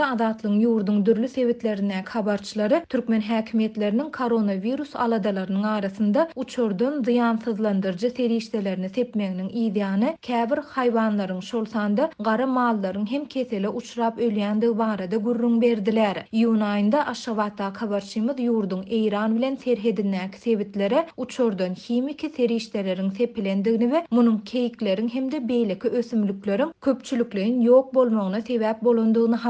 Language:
Turkmen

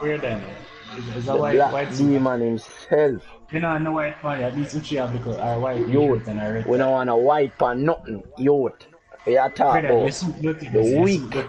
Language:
Jamaican Creole English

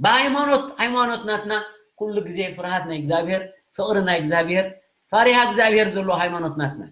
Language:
Tigrinya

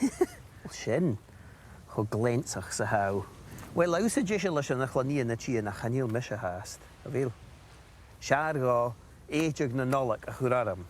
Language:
Scottish Gaelic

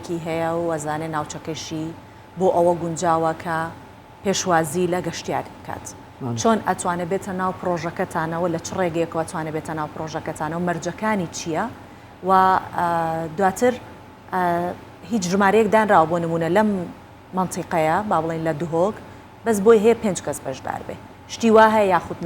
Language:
Central Kurdish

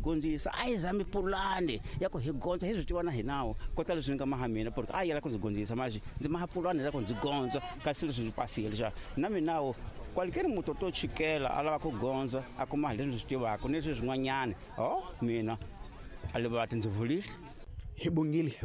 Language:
Tsonga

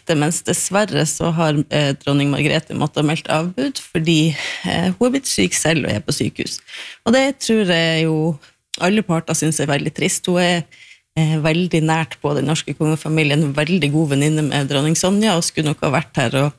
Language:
Norwegian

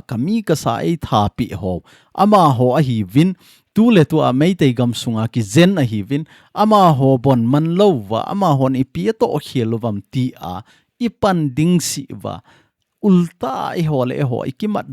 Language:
Thado Chin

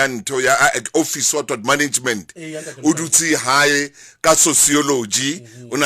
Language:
Southern Sotho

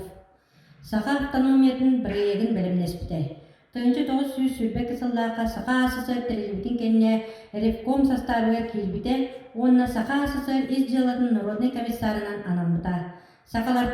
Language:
Yakut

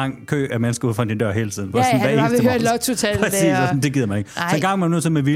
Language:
Danish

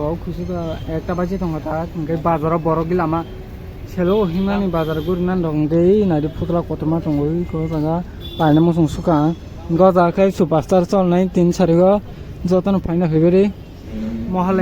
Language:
Kok Borok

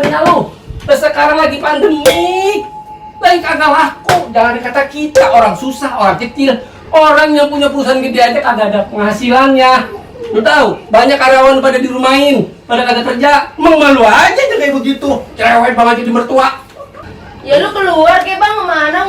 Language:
Betawi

